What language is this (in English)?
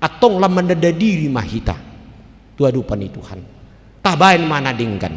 Batak Toba